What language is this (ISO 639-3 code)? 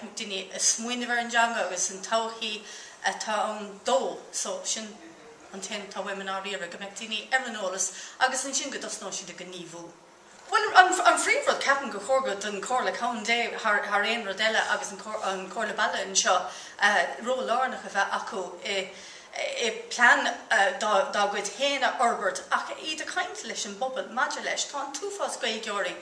gle